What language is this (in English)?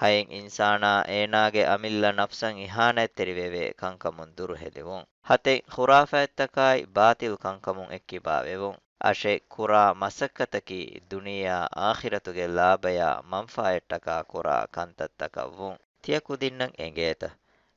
Divehi